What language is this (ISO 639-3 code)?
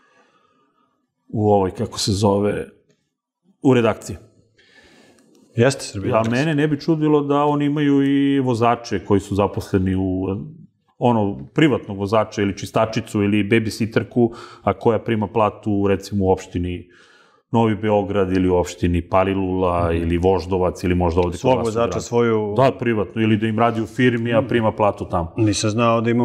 srp